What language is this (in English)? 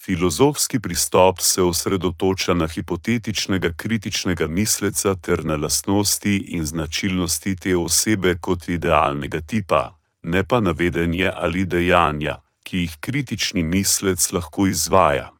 Slovenian